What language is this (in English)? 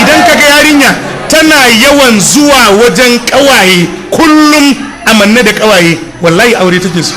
Hausa